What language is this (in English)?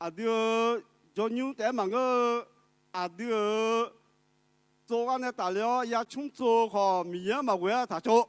Akha